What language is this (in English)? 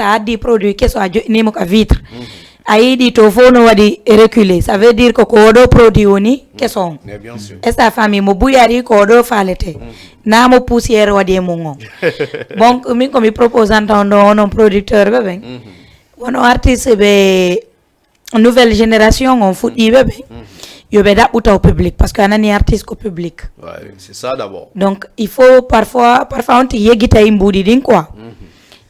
Fula